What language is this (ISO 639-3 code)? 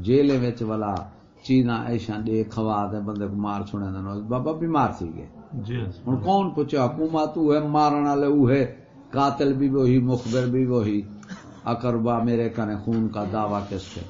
skr